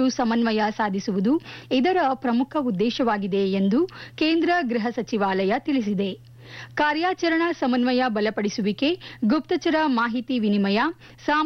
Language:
Kannada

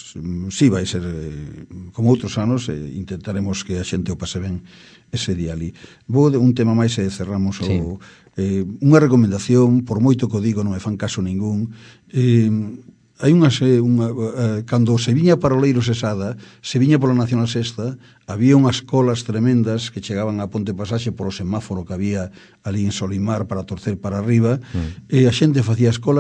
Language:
Galician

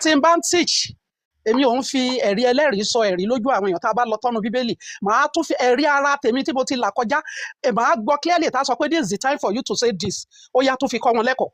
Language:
Yoruba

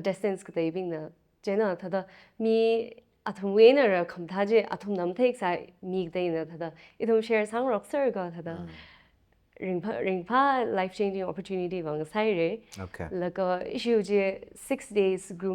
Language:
Tangkhul Naga (India)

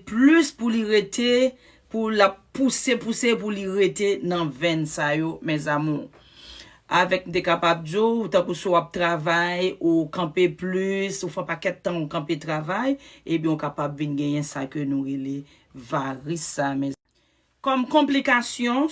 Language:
Haitian Creole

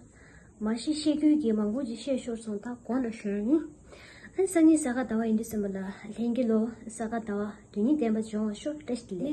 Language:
Tibetan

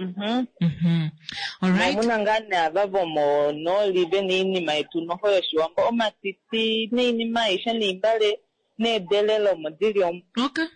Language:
Kuanyama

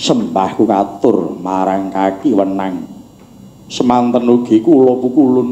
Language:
Javanese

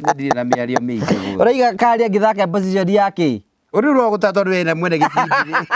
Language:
Kikuyu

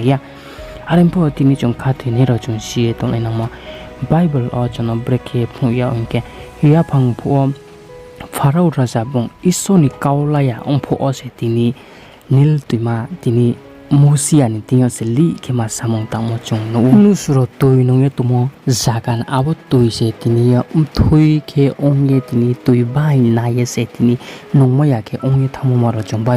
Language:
Riang (India)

